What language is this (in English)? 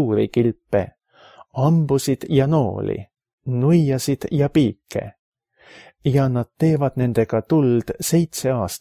Estonian